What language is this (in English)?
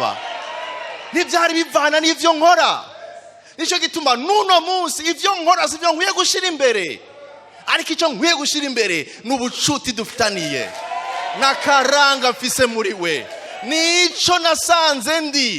Rundi